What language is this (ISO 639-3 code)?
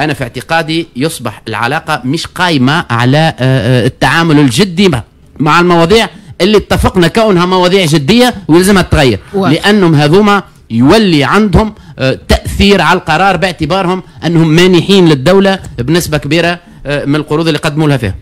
aeb